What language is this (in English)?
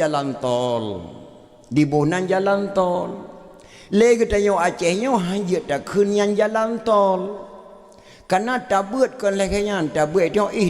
Achinese